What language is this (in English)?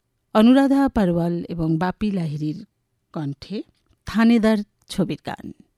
Bangla